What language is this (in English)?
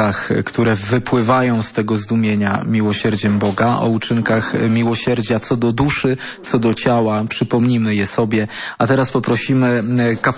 Polish